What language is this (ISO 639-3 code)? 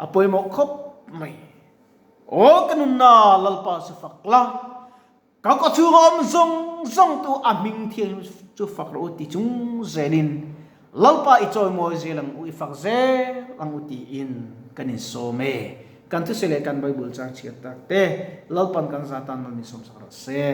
lus